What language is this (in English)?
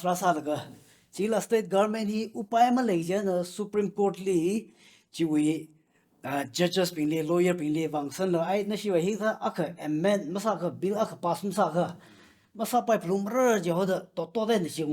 Tangkhul Naga (India)